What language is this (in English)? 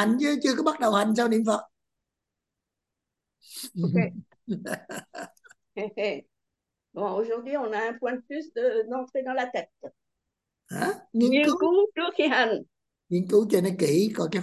Vietnamese